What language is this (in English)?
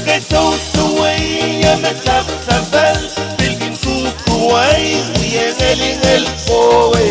Pohnpeian